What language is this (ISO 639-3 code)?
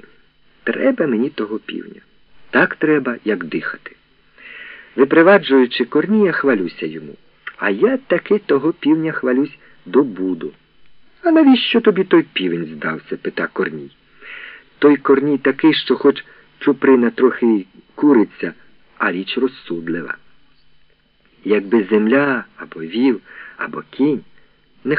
ukr